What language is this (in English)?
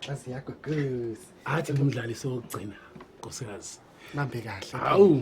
Zulu